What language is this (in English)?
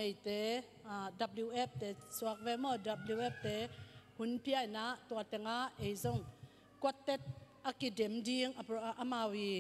Tedim Chin